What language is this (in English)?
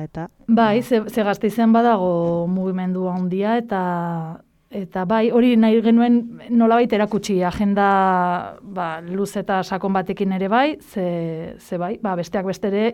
Basque